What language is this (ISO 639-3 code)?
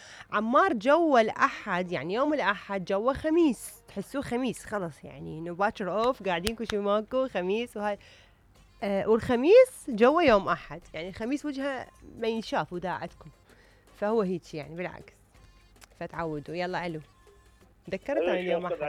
acm